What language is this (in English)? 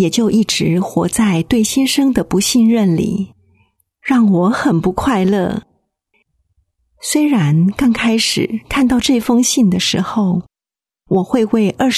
Chinese